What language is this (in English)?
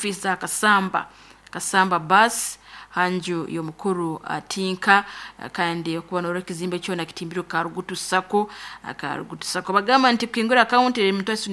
Nyoro